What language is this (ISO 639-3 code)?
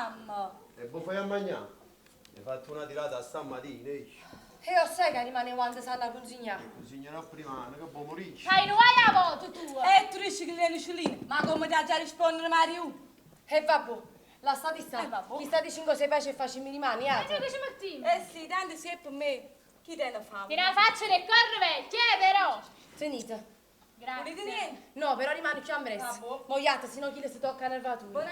nap